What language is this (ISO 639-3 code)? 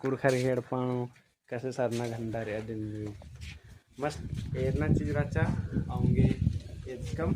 kru